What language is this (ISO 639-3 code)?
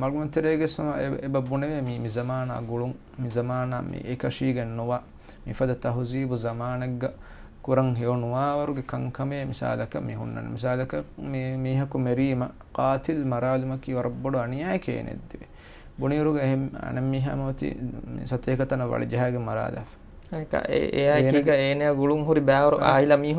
div